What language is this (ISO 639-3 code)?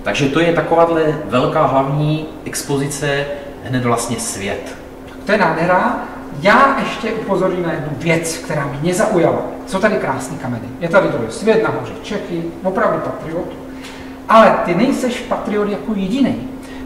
ces